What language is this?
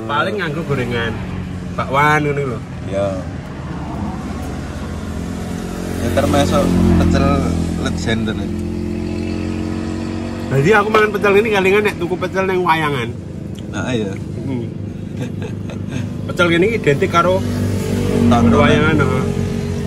Javanese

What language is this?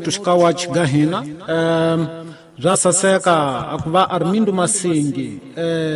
Tsonga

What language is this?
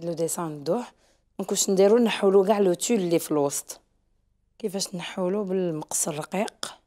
Algerian Arabic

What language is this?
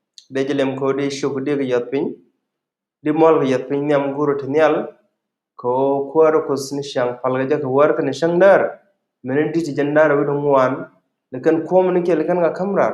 Nuer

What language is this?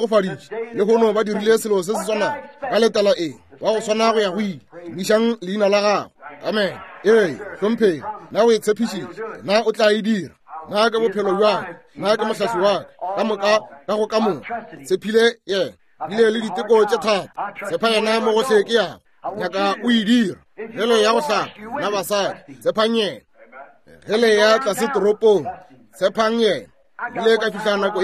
Northern Sotho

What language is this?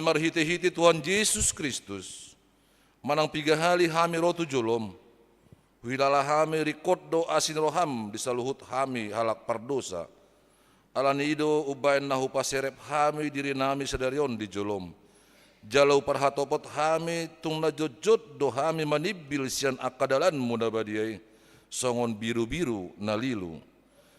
Batak Toba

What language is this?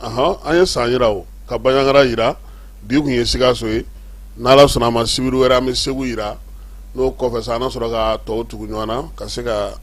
Bambara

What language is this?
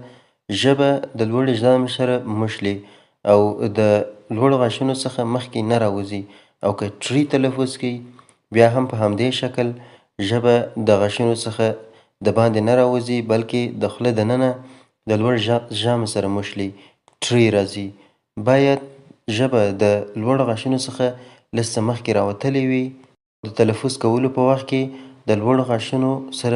Pashto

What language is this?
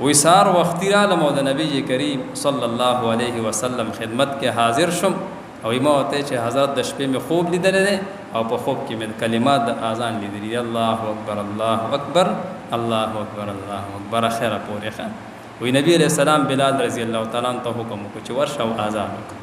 Pashto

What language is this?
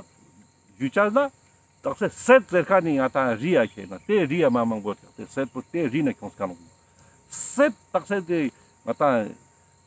Ladakhi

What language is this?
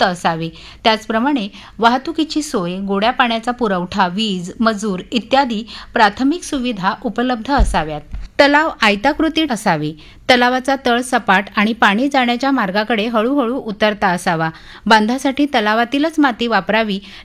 Marathi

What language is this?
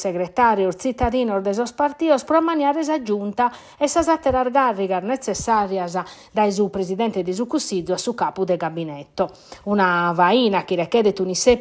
Sardinian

